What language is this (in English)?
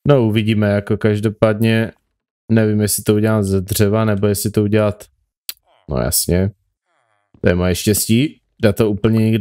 Czech